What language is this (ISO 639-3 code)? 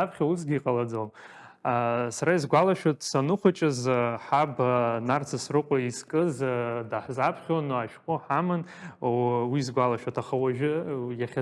abk